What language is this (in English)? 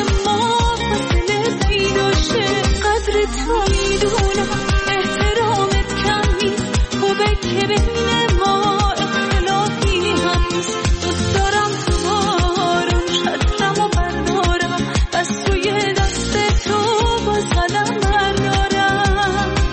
Persian